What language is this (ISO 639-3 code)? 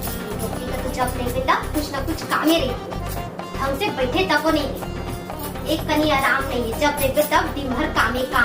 hne